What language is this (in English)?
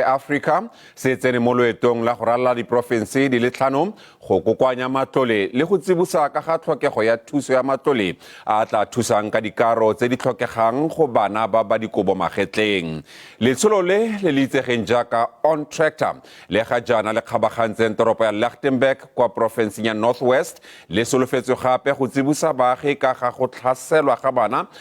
Tswana